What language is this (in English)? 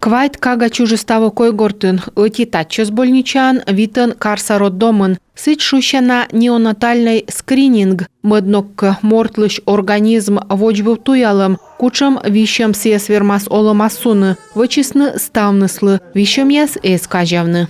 Komi